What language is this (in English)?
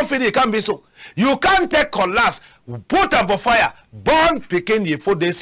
Cameroon Pidgin